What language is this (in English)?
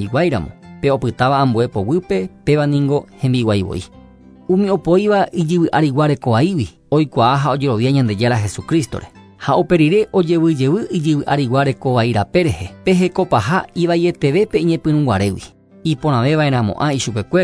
Guarani